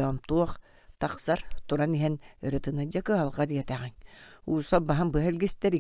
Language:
Yakut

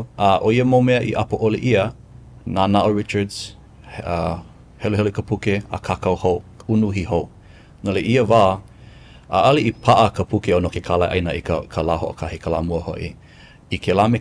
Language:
Hawaiian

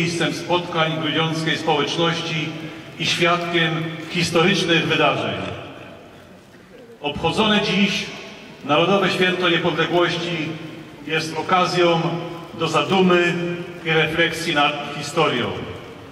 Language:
Polish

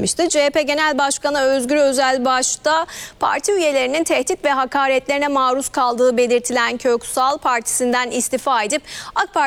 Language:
Turkish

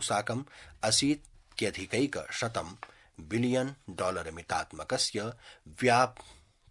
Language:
Sanskrit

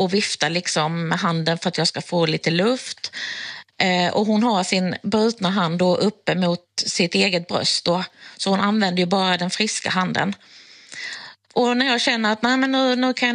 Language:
Swedish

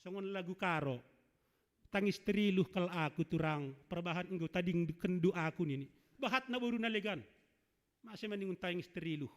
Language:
Batak Simalungun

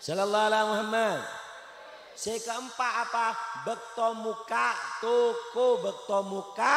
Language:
Madurese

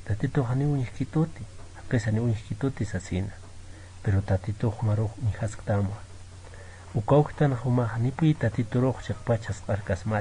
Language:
Aymara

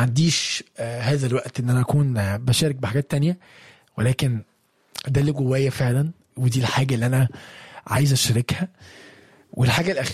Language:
Egyptian Arabic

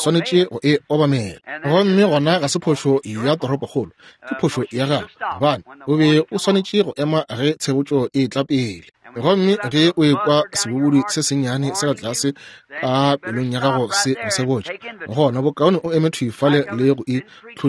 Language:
Northern Sotho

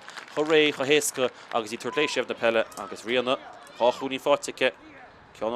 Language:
Irish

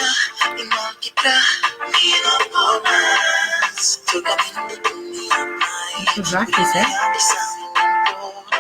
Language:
Papiamento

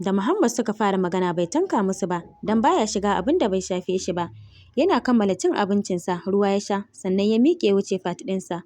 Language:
Hausa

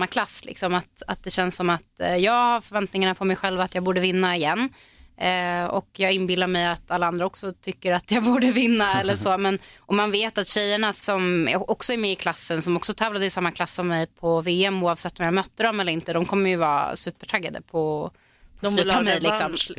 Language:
Swedish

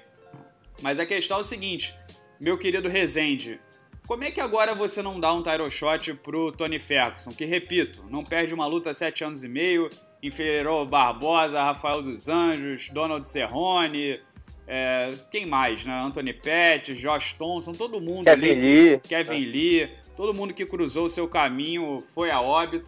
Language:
Portuguese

